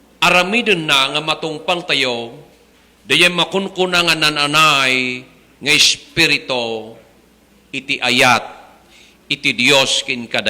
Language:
Iloko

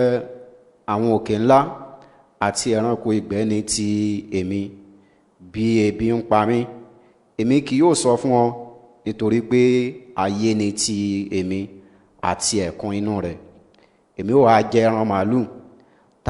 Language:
Yoruba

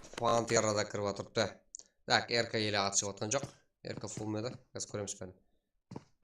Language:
Kara-Kalpak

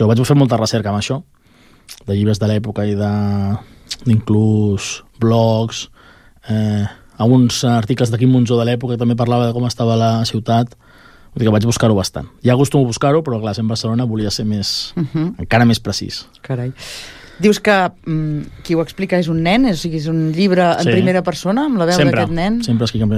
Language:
Catalan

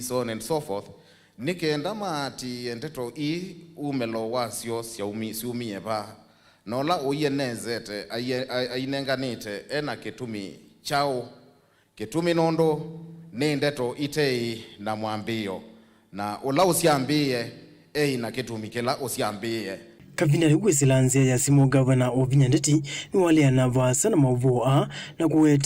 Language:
Kamba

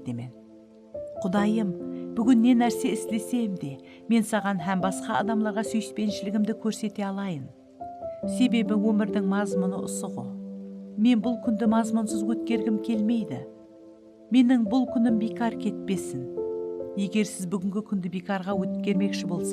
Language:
Kara-Kalpak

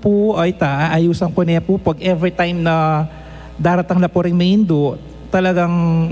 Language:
Pampanga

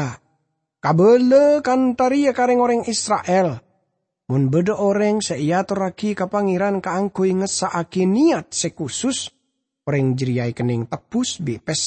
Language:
Madurese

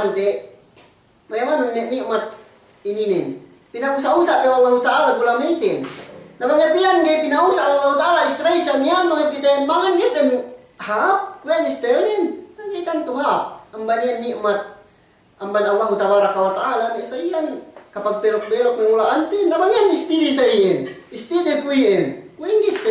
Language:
Yakan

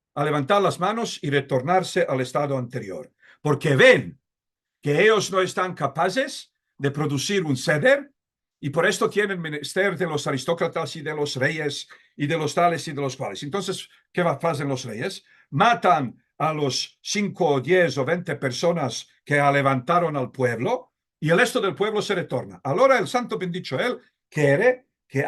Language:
Ladino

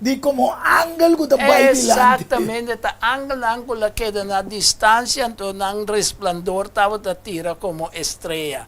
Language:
Papiamento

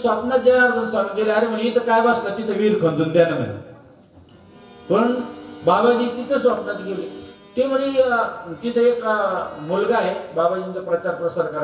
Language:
Marathi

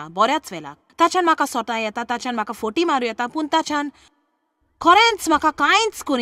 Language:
Konkani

